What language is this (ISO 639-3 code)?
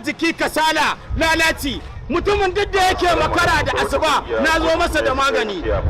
hau